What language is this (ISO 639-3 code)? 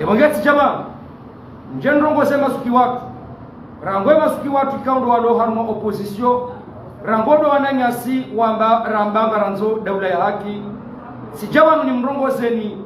zdj